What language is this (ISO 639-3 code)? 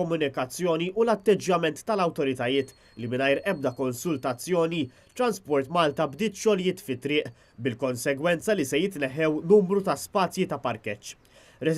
mlt